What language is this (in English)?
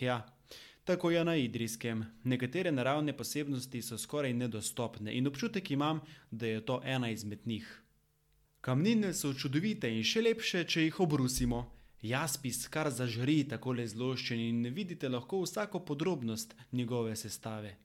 Slovenian